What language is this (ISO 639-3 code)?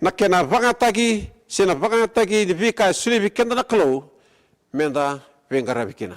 fij